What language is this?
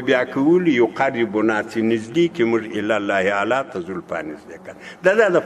Pashto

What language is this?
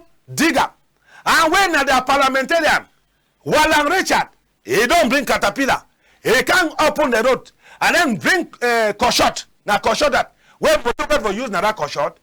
Cameroon Pidgin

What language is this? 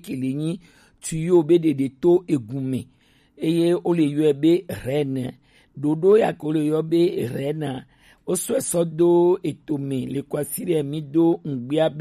Gen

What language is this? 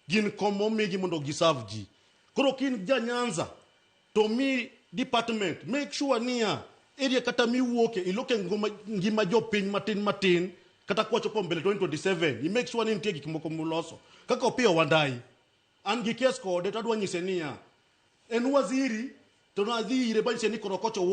Luo (Kenya and Tanzania)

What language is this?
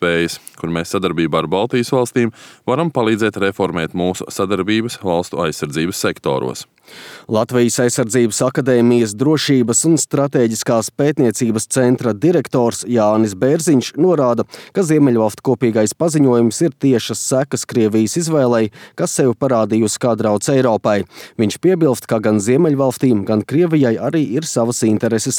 Latvian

